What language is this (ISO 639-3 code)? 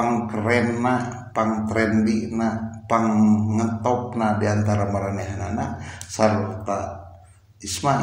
sun